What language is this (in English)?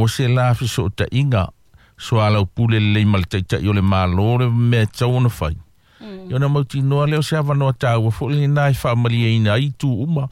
Samoan